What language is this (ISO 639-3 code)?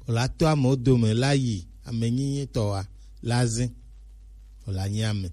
gej